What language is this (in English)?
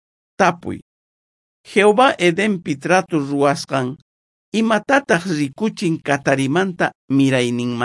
South Bolivian Quechua